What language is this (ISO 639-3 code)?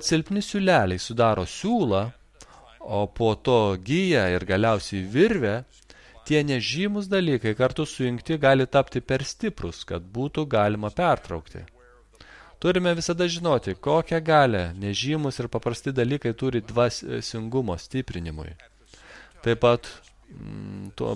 lit